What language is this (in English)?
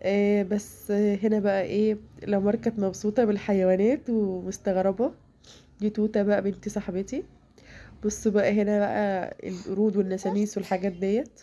Egyptian Arabic